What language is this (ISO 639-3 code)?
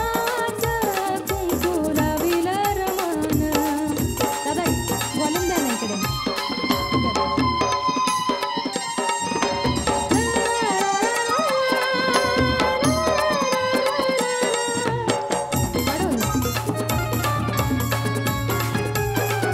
mar